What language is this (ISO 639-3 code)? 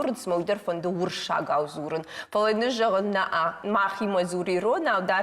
oss